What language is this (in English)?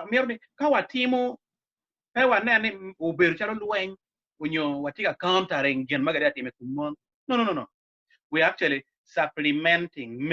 Acoli